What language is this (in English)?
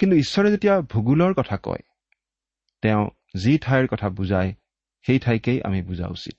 Assamese